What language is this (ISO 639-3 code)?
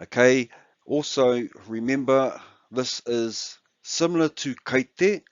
mri